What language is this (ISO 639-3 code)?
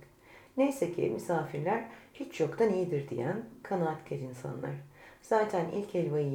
tur